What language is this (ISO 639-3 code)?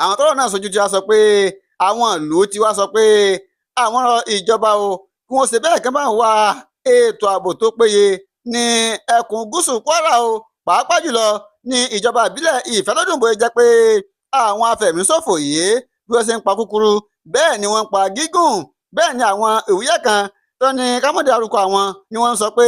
yor